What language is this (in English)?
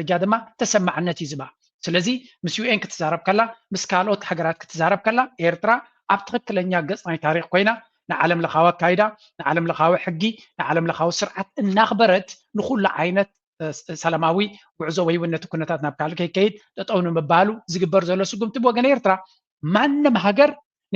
Tigrinya